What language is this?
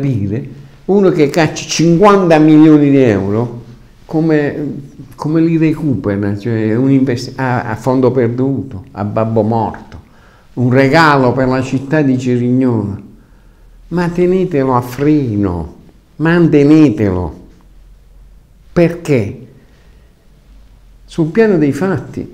Italian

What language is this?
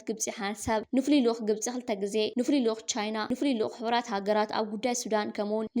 Tigrinya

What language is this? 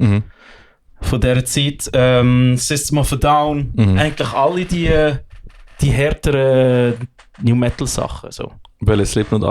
Swiss German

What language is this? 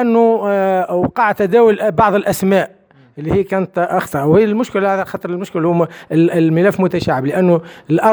Tunisian Arabic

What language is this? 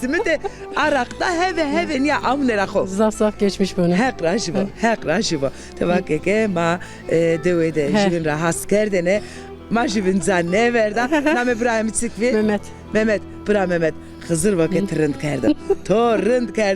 Zaza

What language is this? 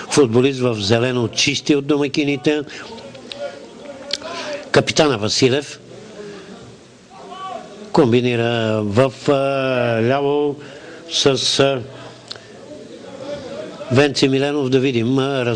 Bulgarian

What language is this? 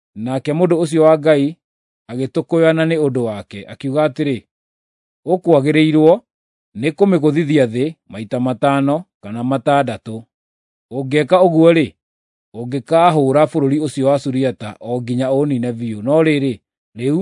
Kikuyu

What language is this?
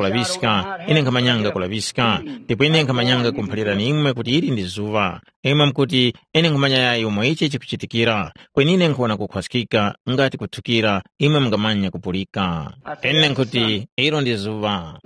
Tumbuka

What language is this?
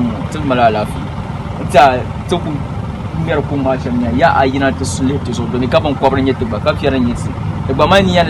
Dagbani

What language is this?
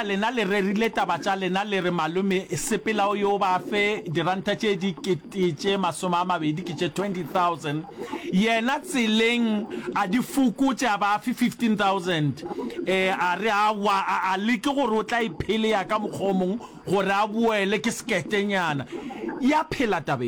Northern Sotho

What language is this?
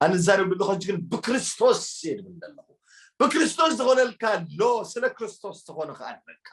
Tigrinya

